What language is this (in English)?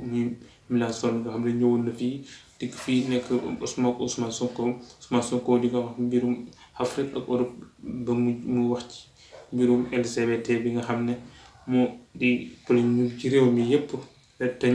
Wolof